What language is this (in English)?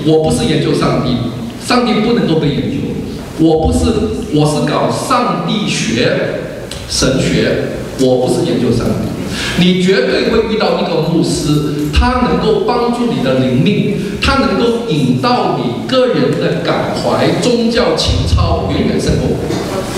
Chinese